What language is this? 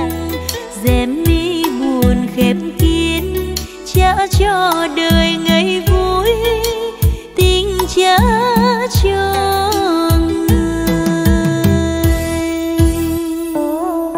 Vietnamese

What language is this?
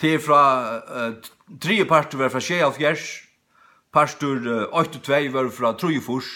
Faroese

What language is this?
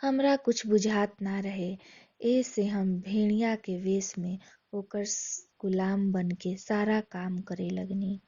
Bhojpuri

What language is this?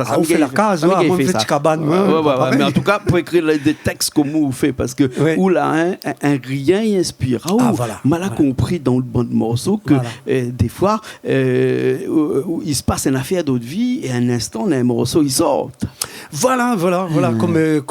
Réunion Creole French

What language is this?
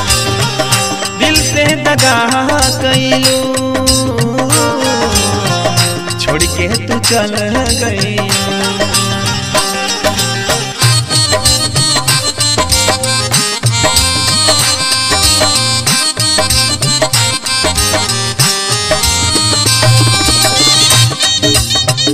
Bhojpuri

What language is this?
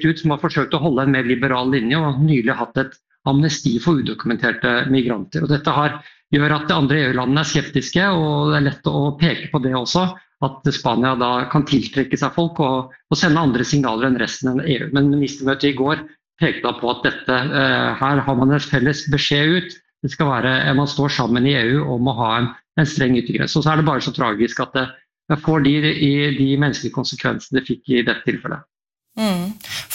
Norwegian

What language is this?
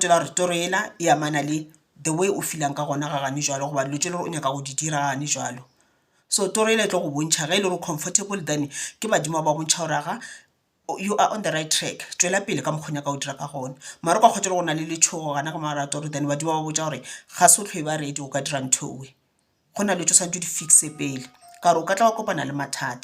Northern Sotho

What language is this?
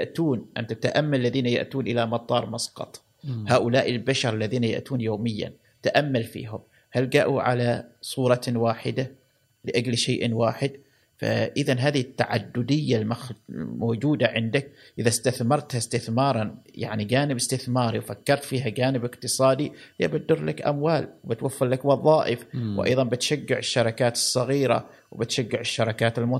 Gulf Arabic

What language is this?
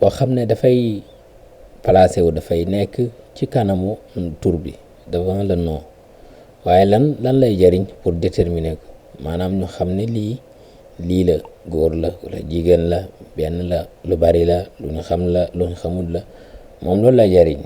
Wolof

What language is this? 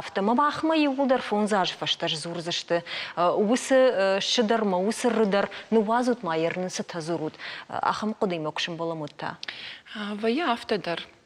Ossetic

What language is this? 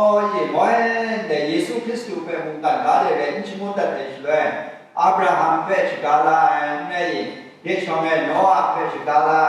Kachin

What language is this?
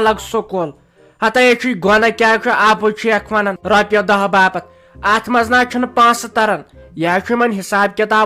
Kashmiri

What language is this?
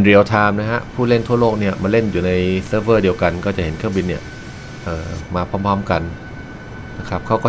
Thai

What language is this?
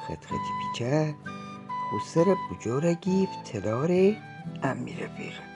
Gilaki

